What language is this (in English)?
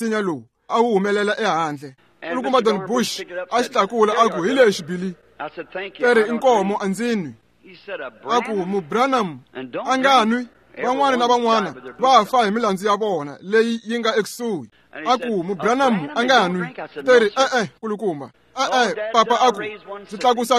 Tsonga